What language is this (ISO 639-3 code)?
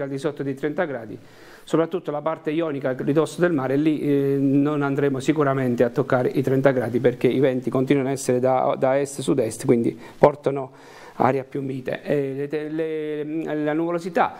ita